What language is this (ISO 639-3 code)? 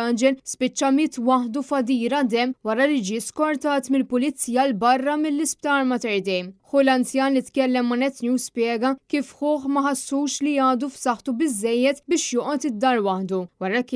mlt